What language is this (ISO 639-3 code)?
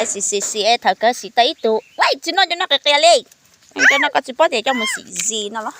hmn